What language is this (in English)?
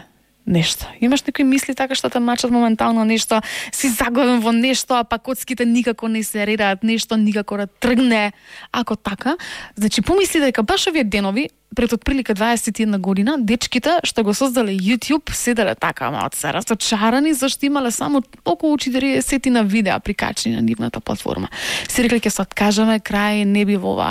Macedonian